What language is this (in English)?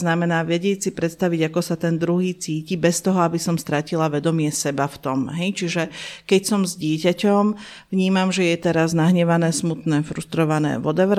Slovak